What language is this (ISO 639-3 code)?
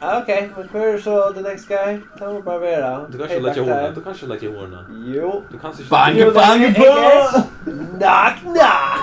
fao